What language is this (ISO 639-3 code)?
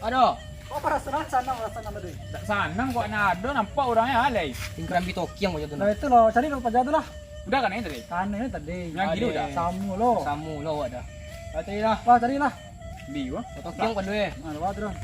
min